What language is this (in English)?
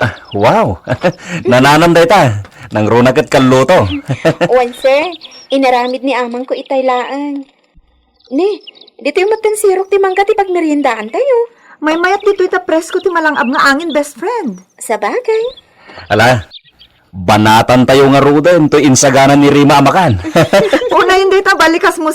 Iloko